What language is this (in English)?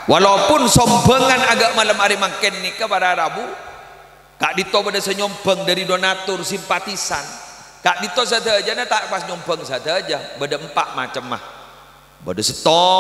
Madurese